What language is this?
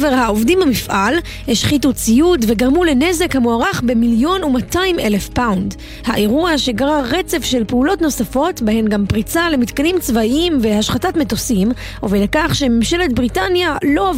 Hebrew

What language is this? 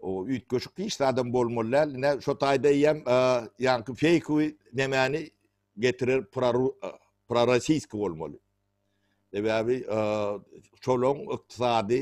Turkmen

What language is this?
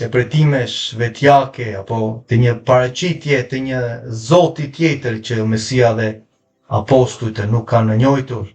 Albanian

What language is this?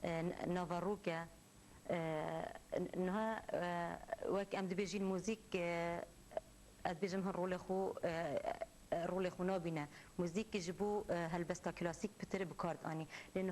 Kurdish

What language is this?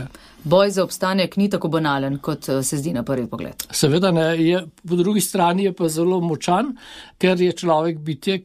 Slovenian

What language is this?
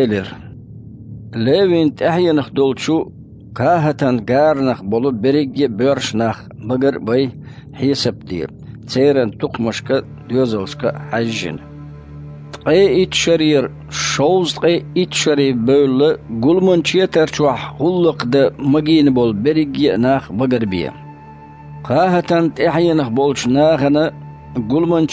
Chechen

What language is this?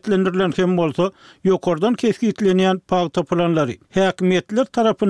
Turkmen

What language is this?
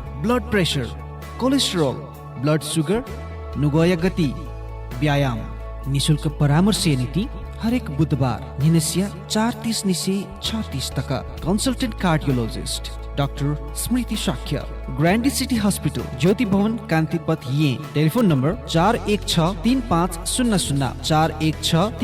Newari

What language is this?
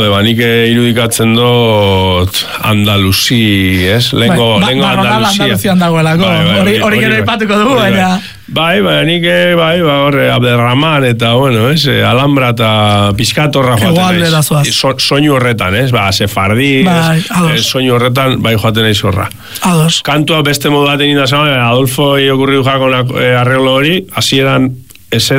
Basque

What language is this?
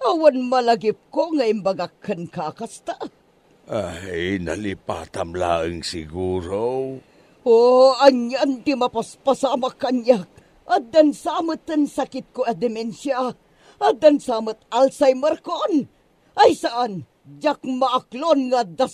Iloko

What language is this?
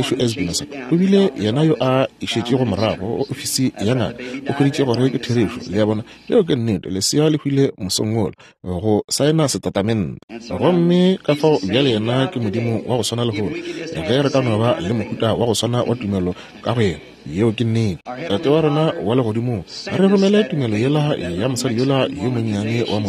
Northern Sotho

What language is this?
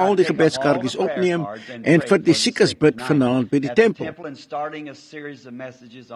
Afrikaans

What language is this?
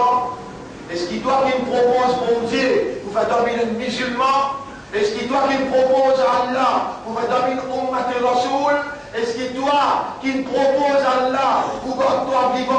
Morisyen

